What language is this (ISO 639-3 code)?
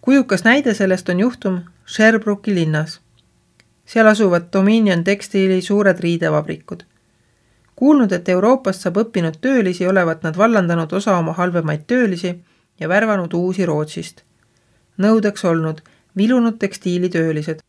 est